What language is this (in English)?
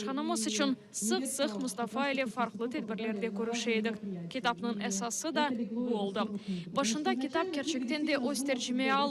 Crimean Tatar